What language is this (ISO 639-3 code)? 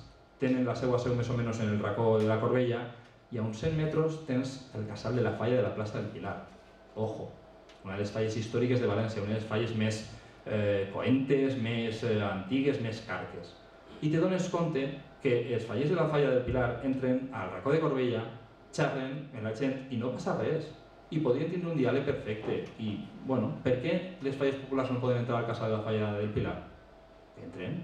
cat